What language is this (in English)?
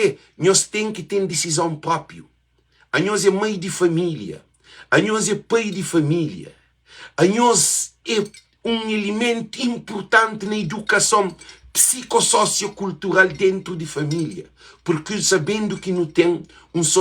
Kabuverdianu